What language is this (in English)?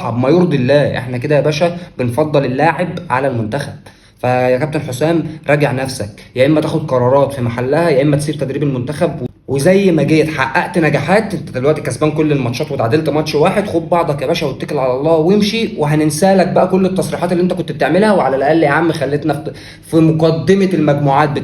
Egyptian Arabic